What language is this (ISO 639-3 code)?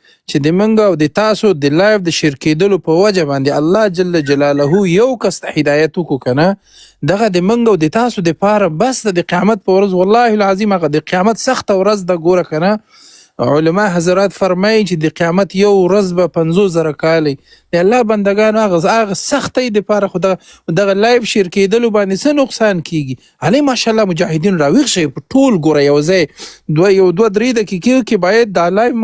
pus